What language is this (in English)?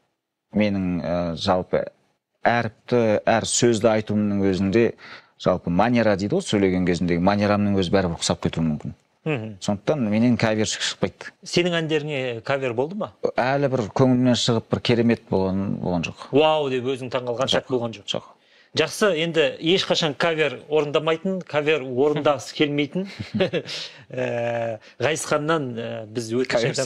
Kazakh